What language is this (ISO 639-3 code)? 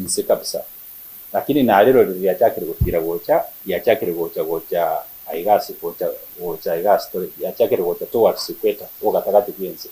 guz